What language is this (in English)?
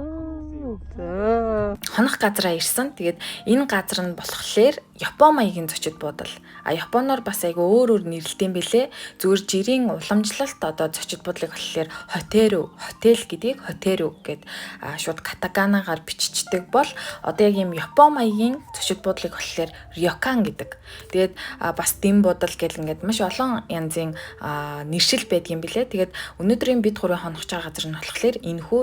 Mongolian